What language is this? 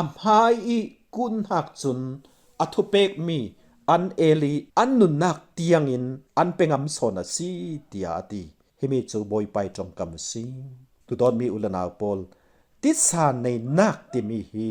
Falam Chin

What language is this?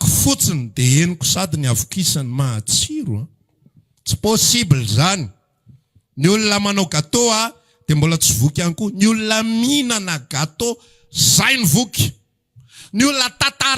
Malagasy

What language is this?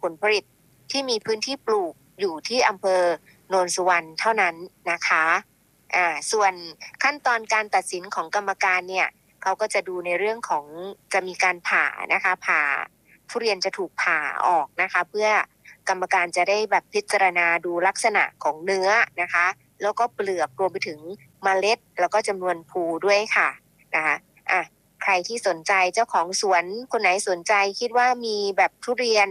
Thai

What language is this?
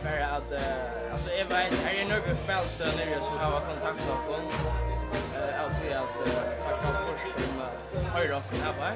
Faroese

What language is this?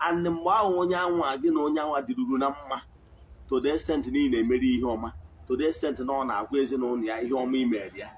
Igbo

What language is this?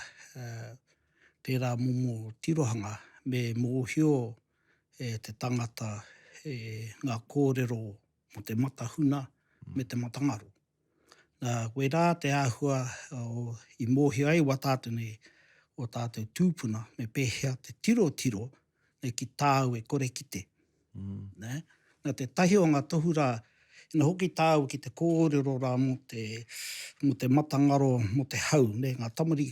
Māori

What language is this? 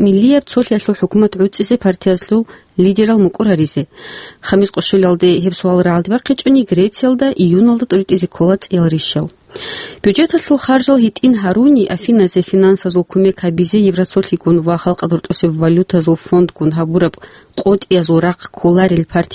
Avaric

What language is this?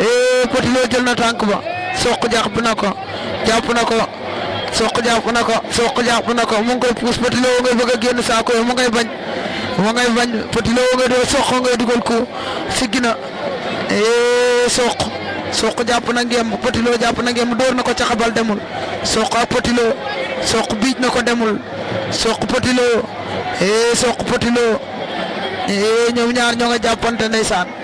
Wolof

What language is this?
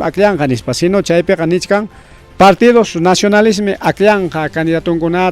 Ayacucho Quechua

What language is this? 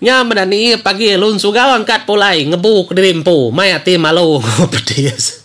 Iban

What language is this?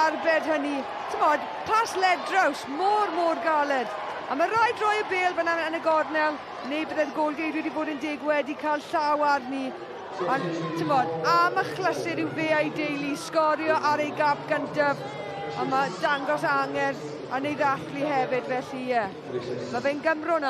Welsh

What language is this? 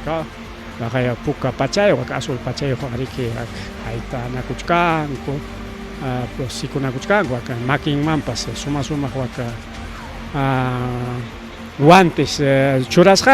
Ayacucho Quechua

